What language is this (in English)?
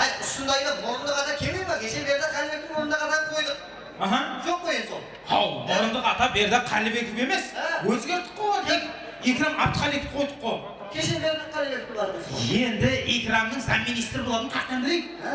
Kara-Kalpak